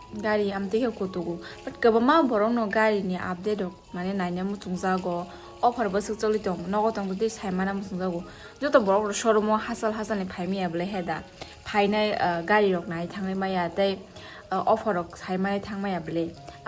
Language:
Kok Borok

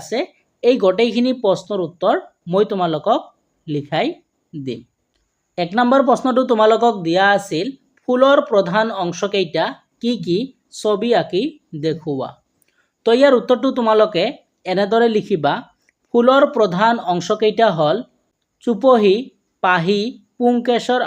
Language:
Assamese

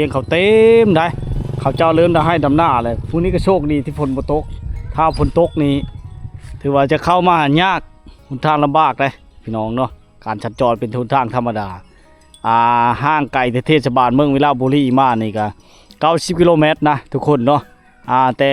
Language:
Lao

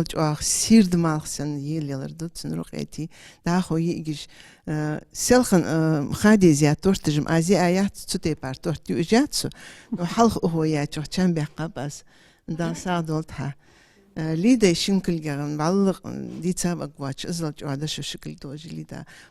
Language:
Ingush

